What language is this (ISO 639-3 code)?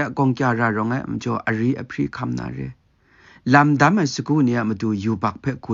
kac